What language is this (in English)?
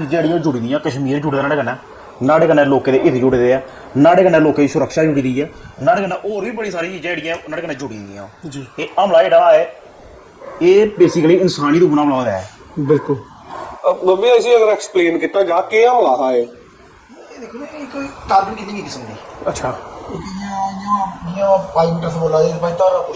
Dogri